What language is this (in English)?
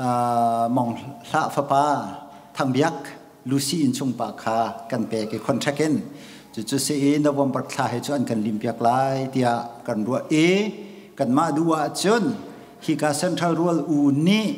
Hakha Chin